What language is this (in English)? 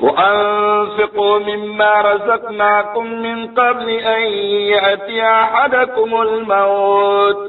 Maranao